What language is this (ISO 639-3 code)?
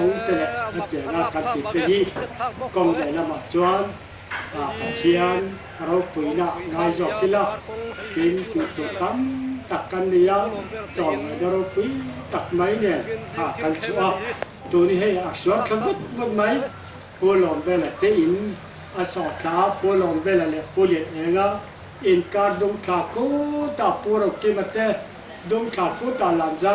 lus